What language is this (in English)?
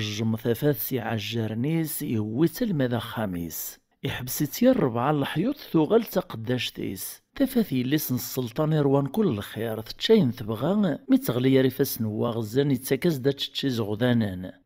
Kabyle